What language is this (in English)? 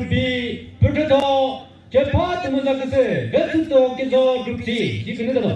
Chokri Naga